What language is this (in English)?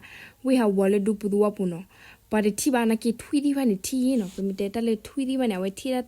S'gaw Karen